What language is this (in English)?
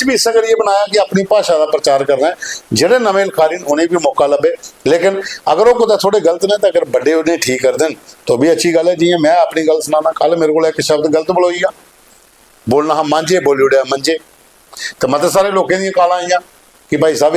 Dogri